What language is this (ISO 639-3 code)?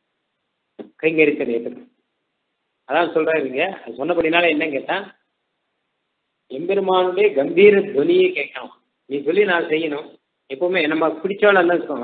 tam